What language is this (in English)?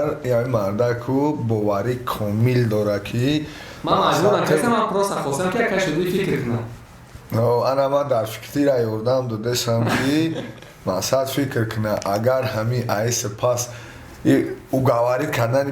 Tajik